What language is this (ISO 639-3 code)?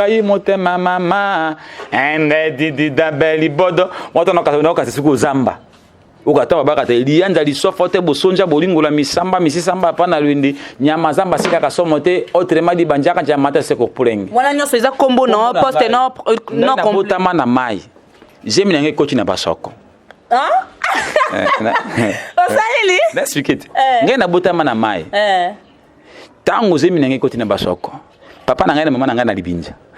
lin